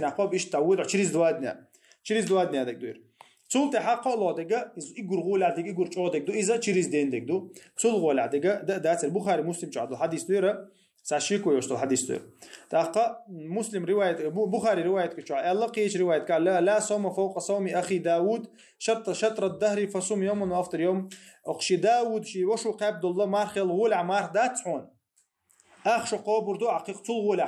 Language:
Chechen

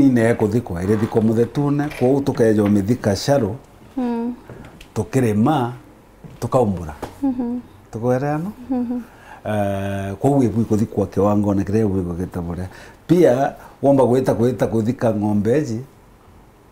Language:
Meru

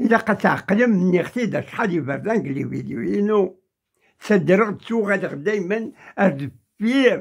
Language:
Kabyle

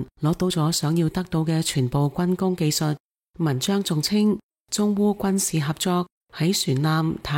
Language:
Cantonese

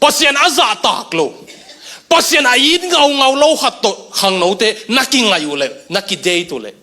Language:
Tedim Chin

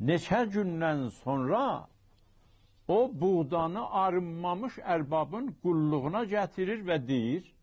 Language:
South Azerbaijani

